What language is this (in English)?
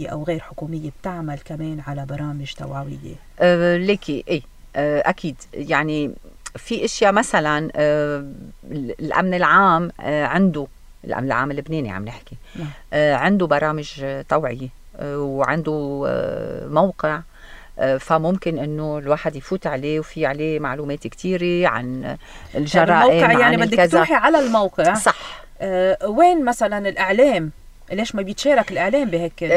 North Levantine Arabic